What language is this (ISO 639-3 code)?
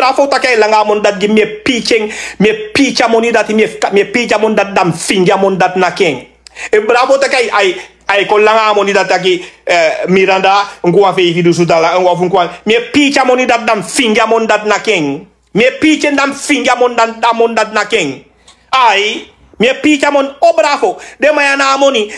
srn